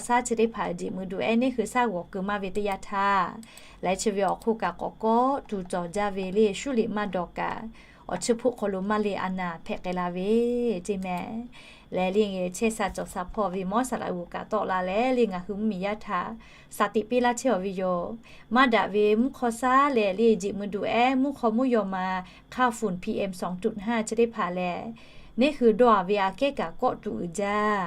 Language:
Lahu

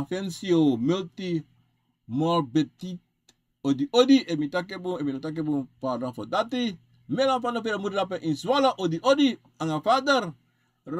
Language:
Sranan Tongo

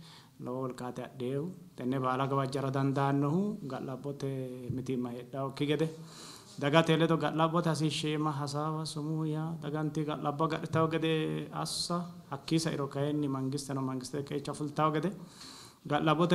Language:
Sidamo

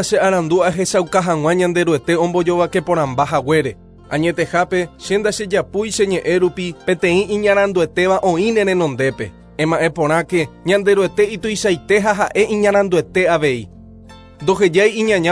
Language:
Guarani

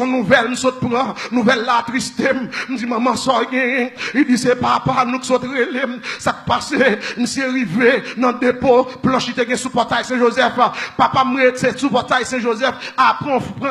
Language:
Haitian Creole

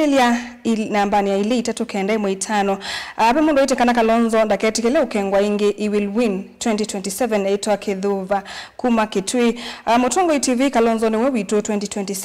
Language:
Kamba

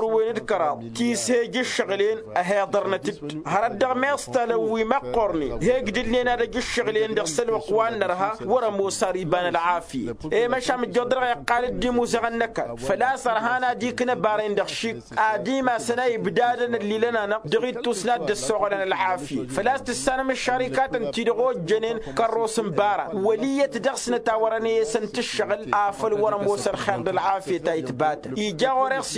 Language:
Tamasheq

